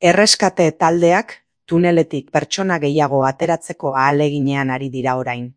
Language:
Basque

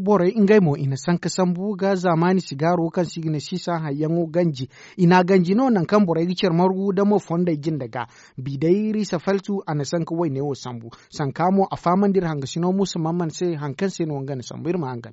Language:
Zarma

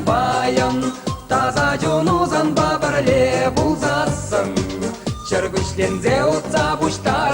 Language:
Chuvash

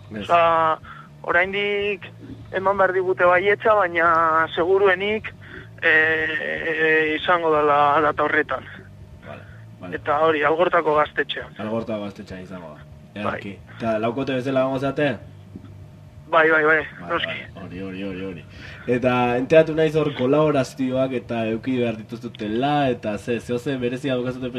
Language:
Basque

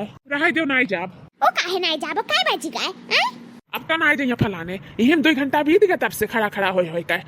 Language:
Awadhi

